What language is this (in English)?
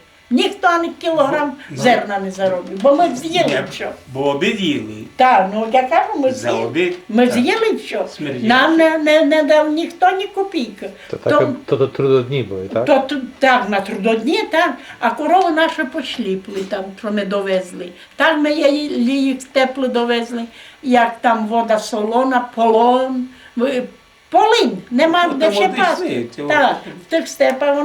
Rusyn